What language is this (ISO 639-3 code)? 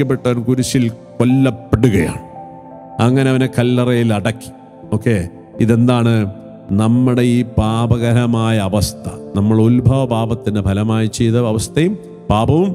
mal